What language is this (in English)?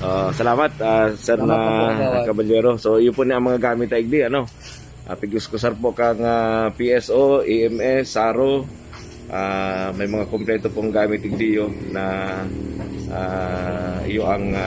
Bikol